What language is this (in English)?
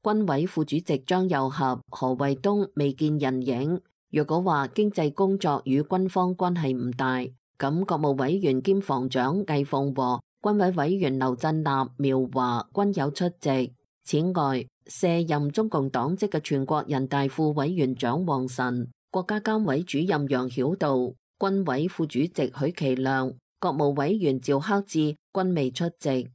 Cantonese